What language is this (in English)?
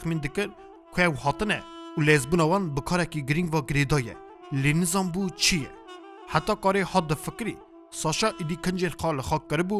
Kurdish